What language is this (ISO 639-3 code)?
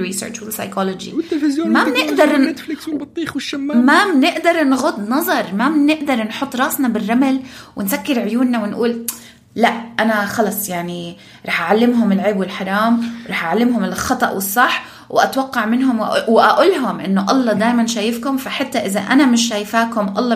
apc